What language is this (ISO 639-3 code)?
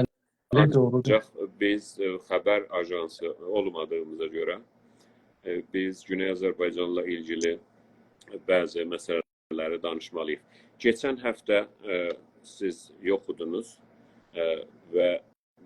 azb